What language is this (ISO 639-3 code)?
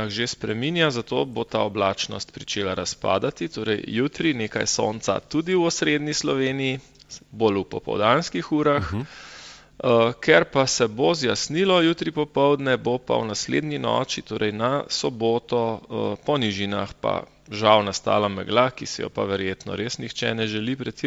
slv